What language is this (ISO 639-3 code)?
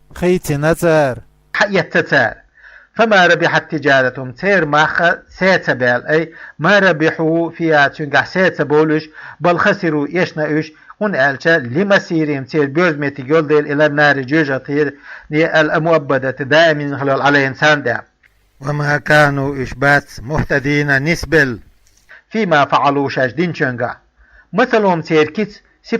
che